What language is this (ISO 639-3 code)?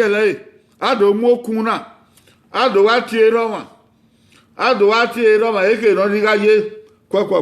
bin